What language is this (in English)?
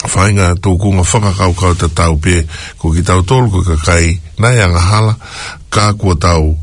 Tongan